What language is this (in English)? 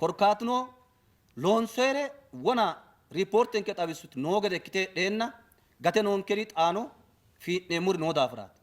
Sidamo